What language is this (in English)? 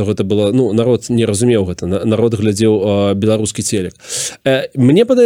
Belarusian